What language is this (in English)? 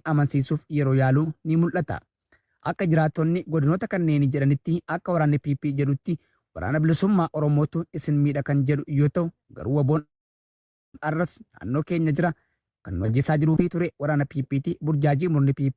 Oromo